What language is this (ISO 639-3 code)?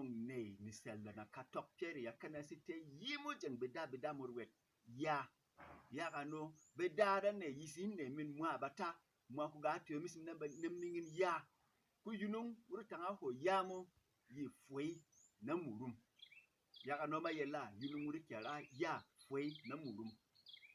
bom